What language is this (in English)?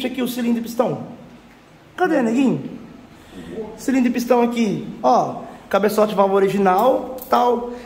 Portuguese